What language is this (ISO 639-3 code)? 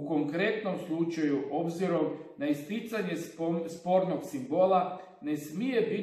hrv